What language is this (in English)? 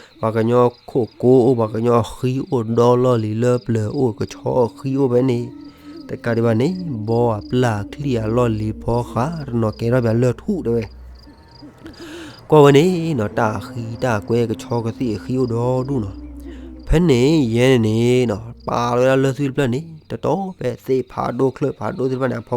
S'gaw Karen